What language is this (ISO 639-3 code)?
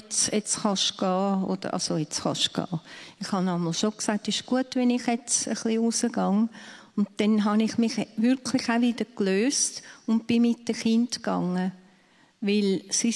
gsw